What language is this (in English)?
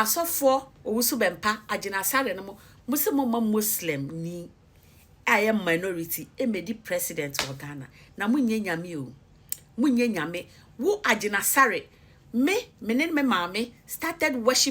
Akan